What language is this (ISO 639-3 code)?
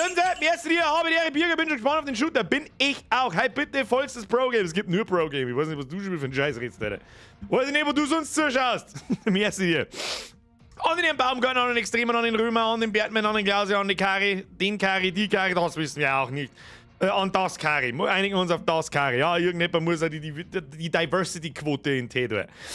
bar